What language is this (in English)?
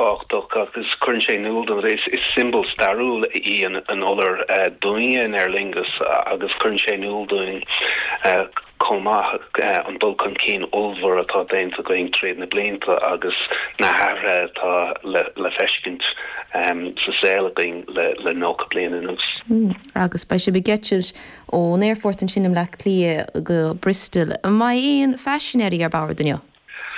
Irish